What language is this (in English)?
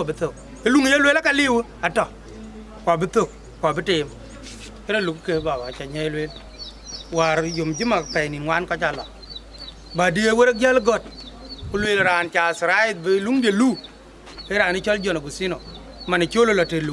Dinka